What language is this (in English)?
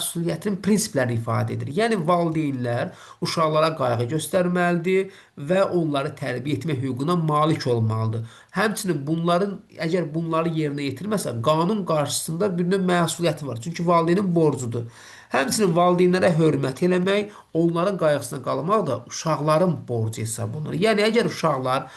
Azerbaijani